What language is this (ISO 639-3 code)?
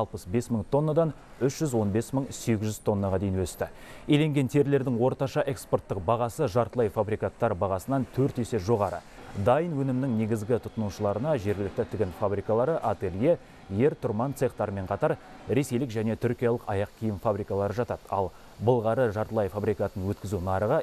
kaz